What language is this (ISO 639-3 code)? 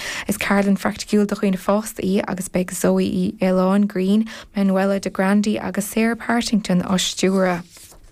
gle